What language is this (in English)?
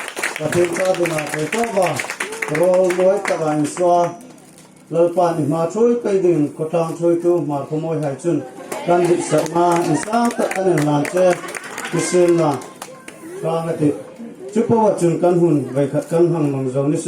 Hmar